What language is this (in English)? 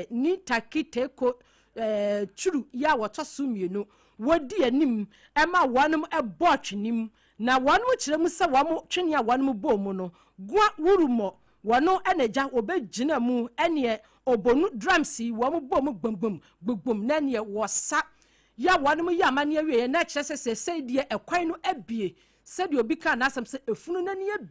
Akan